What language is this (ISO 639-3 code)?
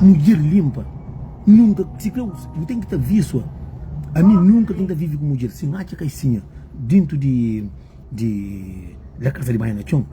kea